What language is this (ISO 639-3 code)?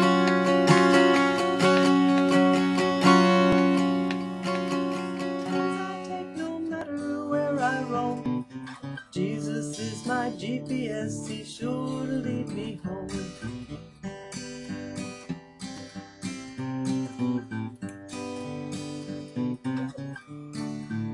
eng